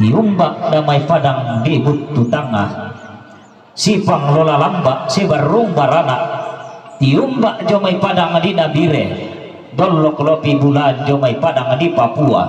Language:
Toraja-Sa'dan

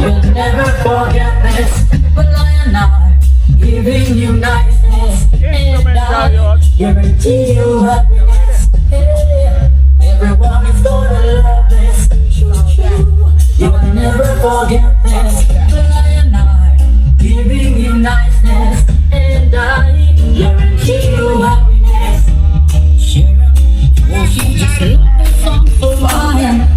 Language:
Jamaican Creole English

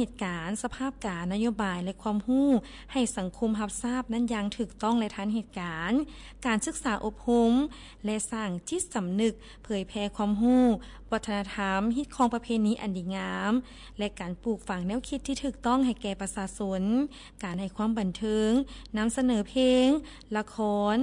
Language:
Lao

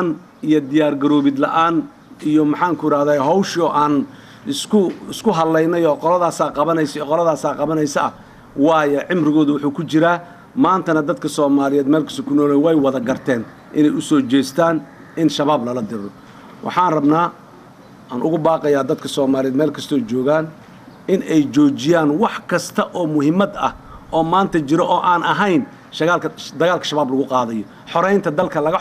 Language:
Somali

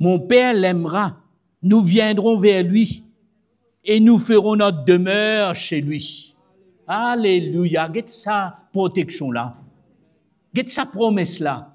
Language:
Morisyen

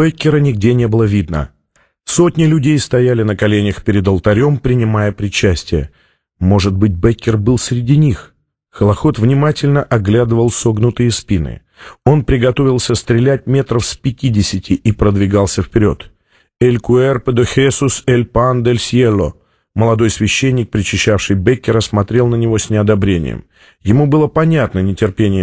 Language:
Russian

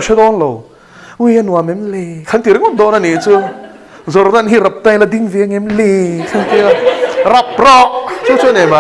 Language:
Mizo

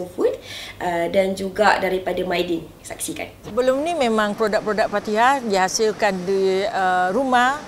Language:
Malay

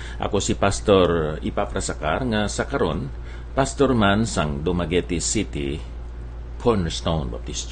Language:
Hiligaynon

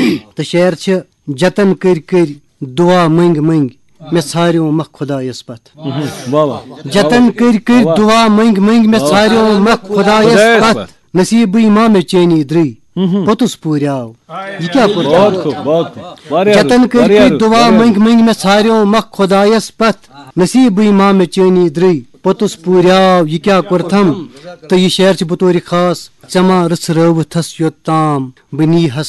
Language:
Kashmiri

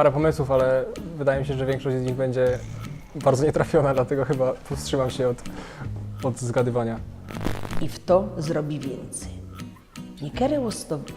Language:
Silesian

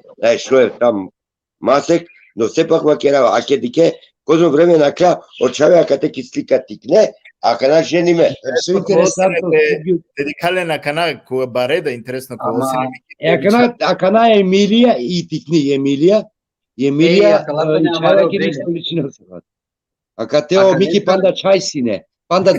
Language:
Balkan Romani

